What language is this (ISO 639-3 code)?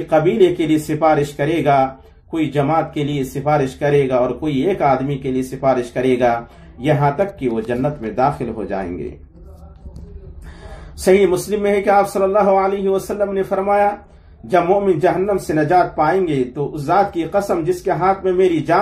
urd